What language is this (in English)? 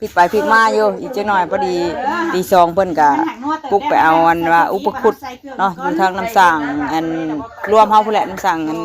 Northeastern Thai